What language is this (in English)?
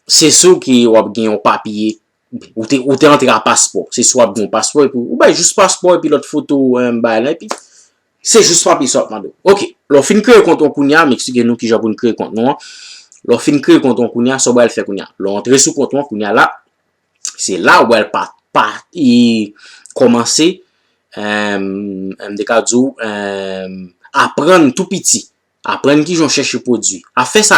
Haitian Creole